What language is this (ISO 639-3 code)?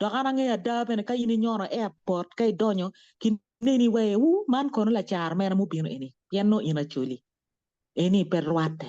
ach